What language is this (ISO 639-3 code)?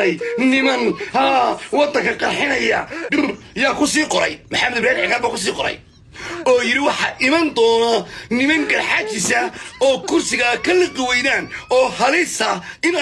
som